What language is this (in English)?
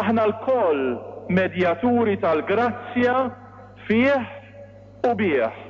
Maltese